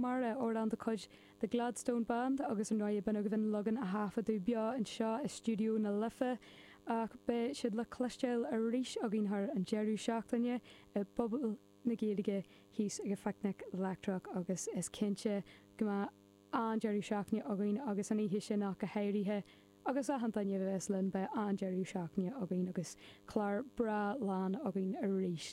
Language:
Irish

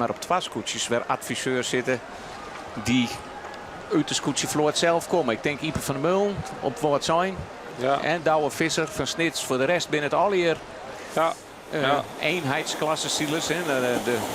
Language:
Western Frisian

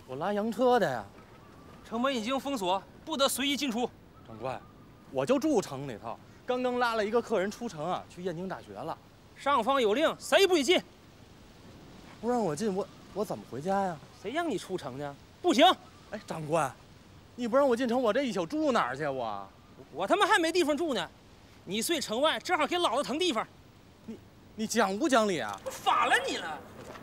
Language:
Chinese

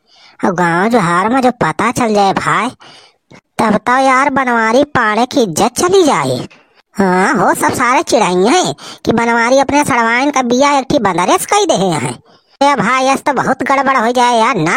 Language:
Awadhi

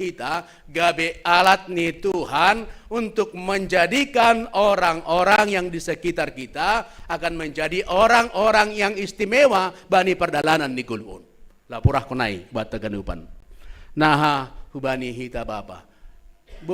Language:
Batak Simalungun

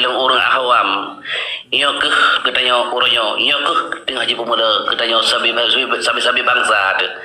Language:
Achinese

